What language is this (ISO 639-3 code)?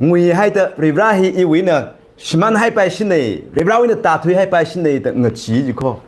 nmf